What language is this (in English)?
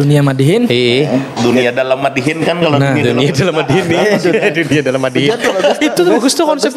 Banjar